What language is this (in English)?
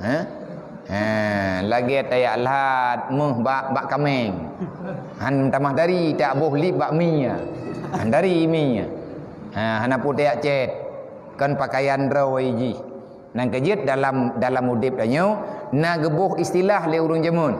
Achinese